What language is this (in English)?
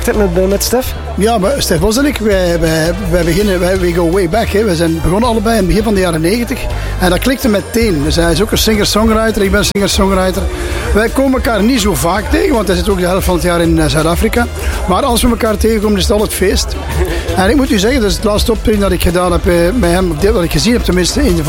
Dutch